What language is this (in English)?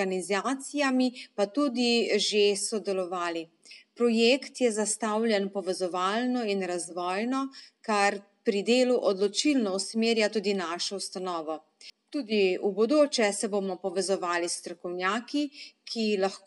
Slovenian